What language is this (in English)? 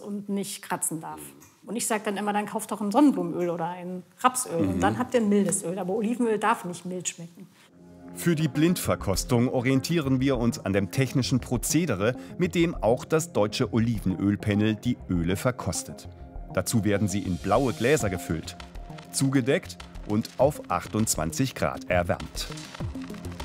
German